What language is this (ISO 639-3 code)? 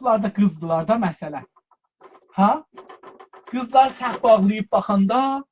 azb